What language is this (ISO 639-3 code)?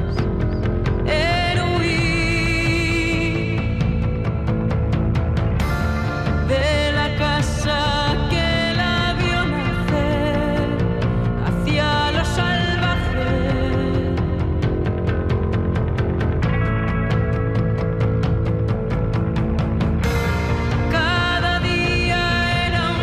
cat